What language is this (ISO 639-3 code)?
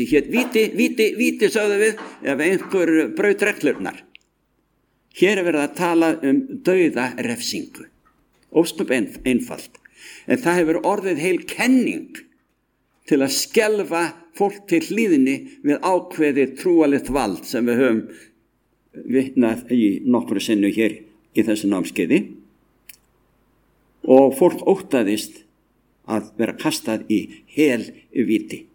isl